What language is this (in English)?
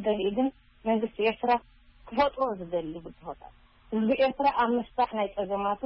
Tigrinya